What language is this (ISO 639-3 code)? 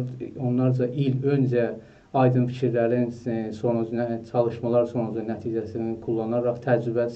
azb